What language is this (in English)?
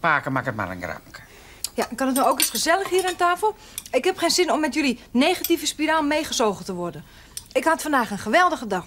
Western Frisian